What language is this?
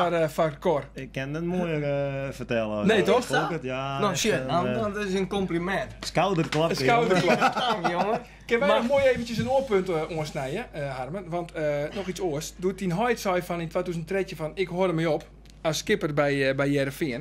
Western Frisian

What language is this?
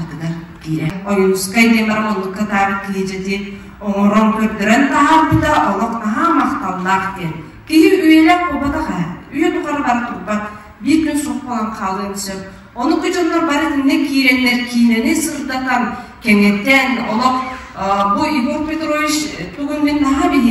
Yakut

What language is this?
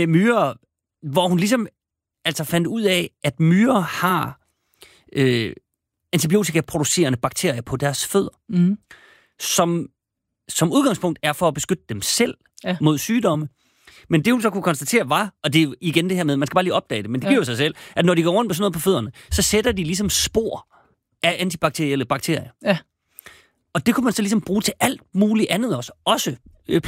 Danish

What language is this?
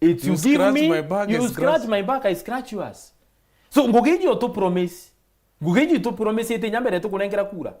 Meru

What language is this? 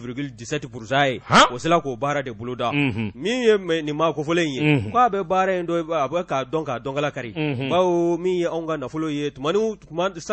Bambara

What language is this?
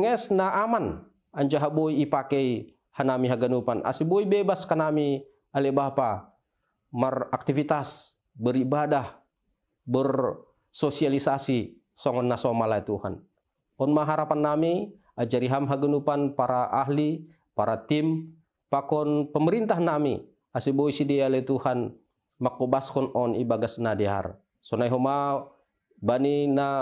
Batak Simalungun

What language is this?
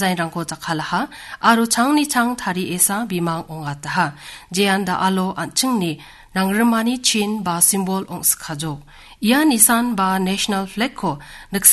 Garo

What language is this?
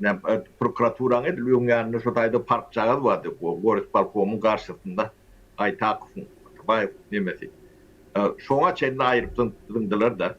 Turkmen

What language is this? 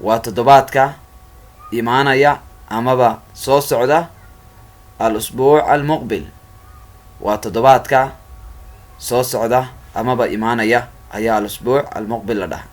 Somali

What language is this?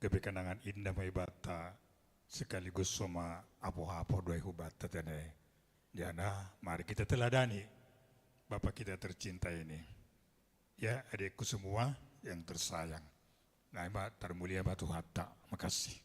Batak Simalungun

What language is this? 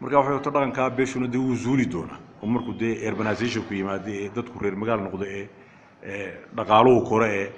Somali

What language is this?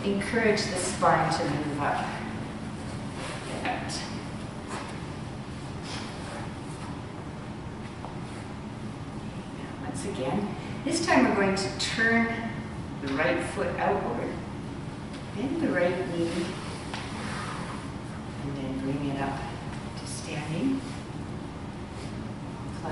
English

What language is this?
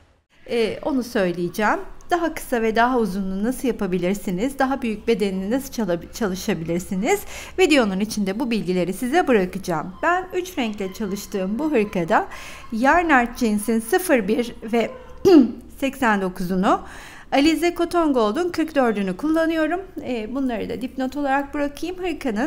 Turkish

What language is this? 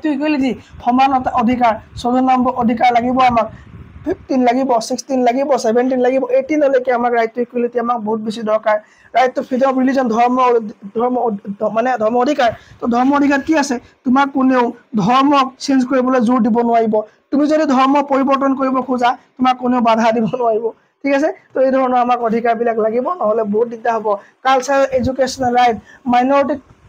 Assamese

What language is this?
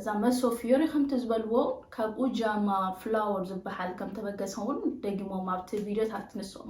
Tigrinya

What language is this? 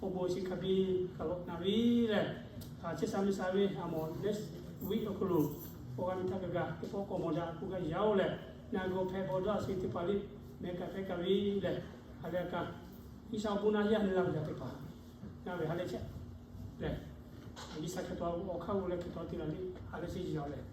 Lahu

